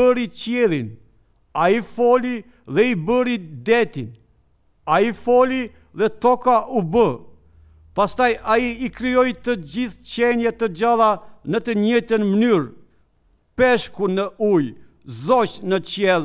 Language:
Albanian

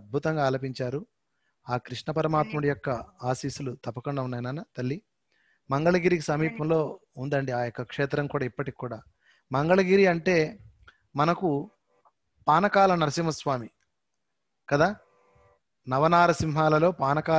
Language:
Telugu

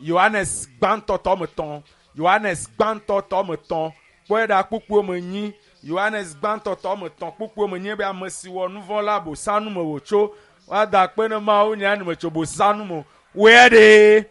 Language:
Ewe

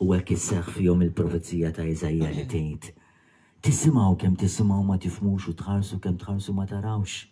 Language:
Maltese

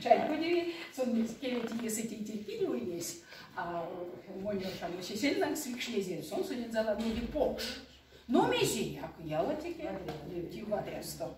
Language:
Erzya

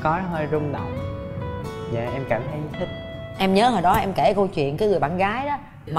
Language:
Vietnamese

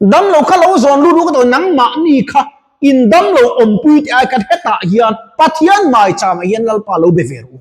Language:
Mizo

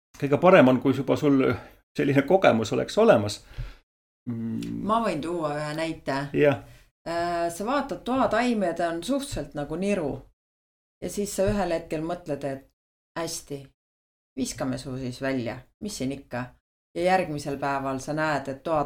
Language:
Estonian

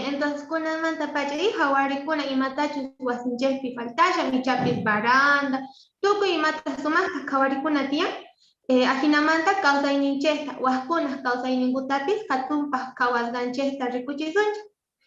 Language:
Quechua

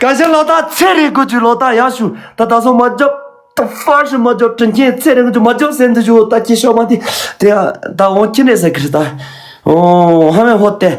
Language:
Tibetan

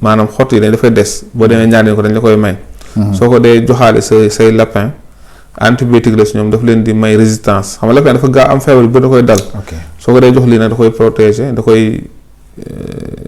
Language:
Wolof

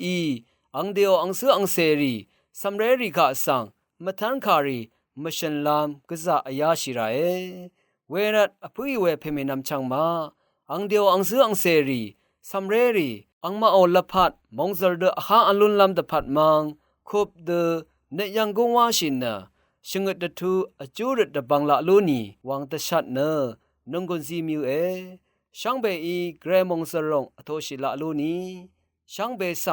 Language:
Rawang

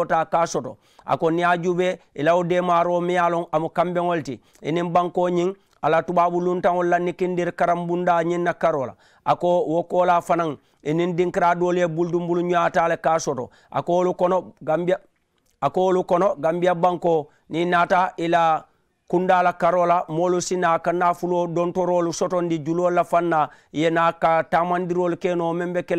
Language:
Mandingo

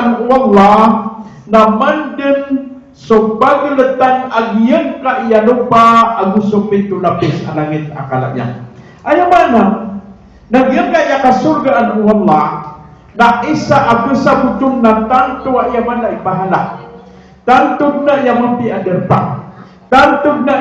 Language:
Maranao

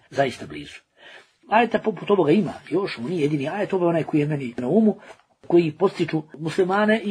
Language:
Bosnian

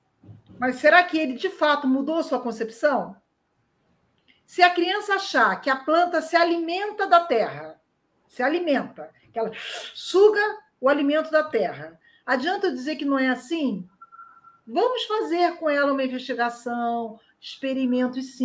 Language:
Portuguese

